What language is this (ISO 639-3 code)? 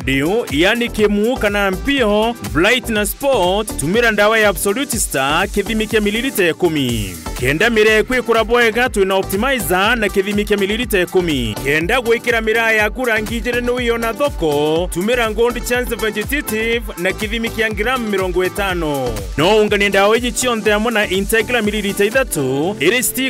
mer